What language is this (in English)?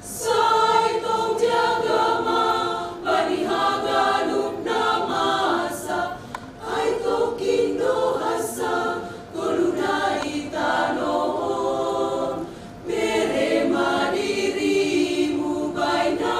Batak Simalungun